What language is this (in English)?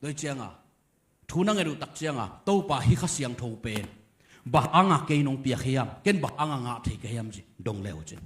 Tedim Chin